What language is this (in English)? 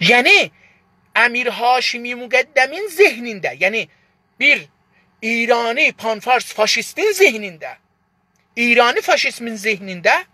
South Azerbaijani